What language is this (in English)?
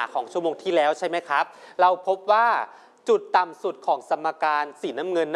Thai